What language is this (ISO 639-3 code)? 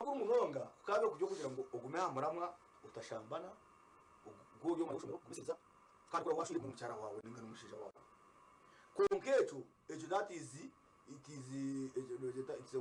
nyn